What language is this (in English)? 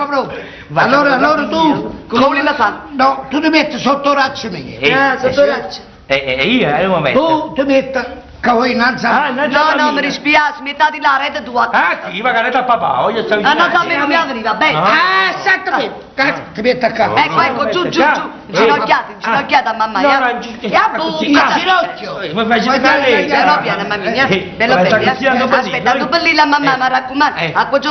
Neapolitan